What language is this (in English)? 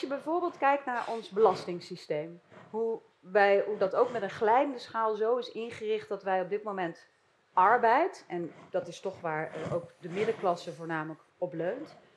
Dutch